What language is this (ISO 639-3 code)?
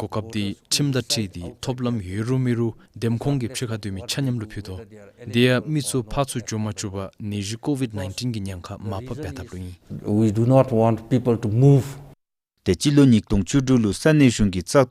dzo